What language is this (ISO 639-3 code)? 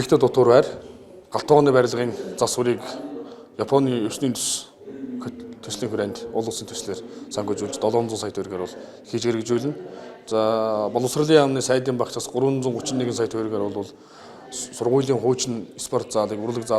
mon